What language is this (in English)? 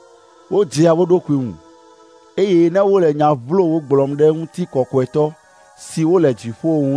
Ewe